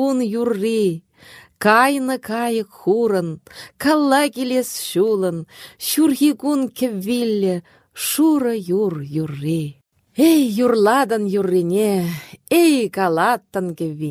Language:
Chuvash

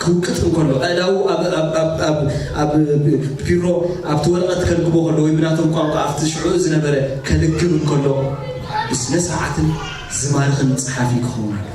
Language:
Tigrinya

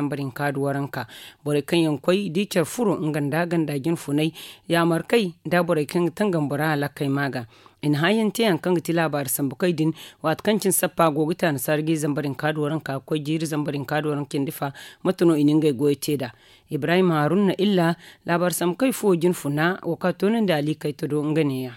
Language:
Zarma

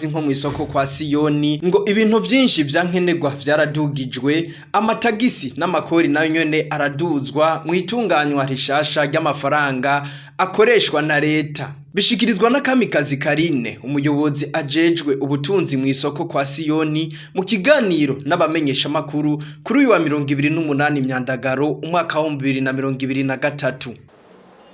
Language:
Rundi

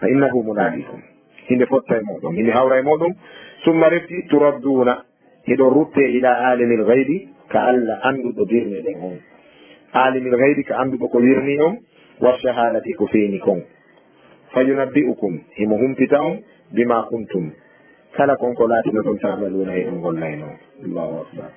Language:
Fula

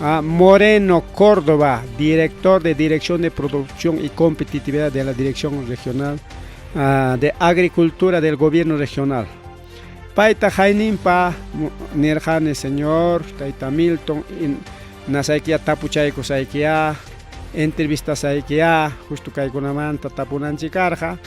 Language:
Ayacucho Quechua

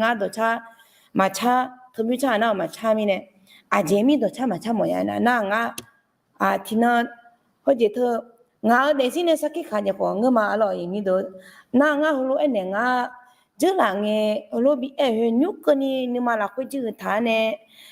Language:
Akha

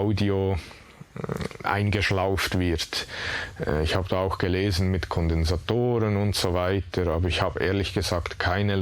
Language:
Swiss German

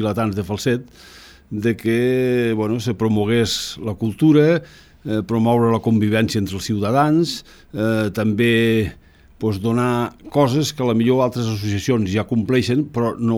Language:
Catalan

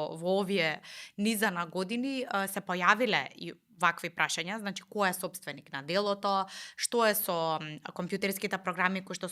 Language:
Macedonian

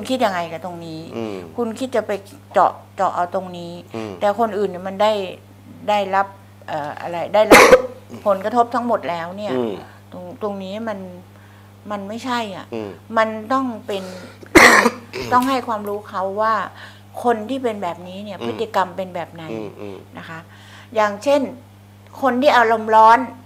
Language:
Thai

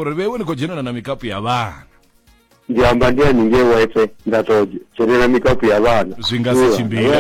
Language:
Venda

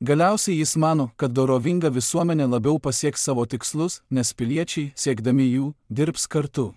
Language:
Lithuanian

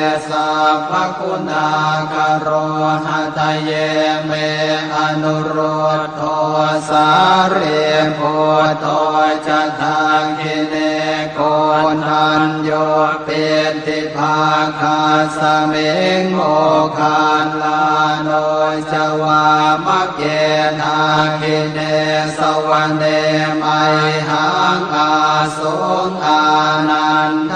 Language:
Pali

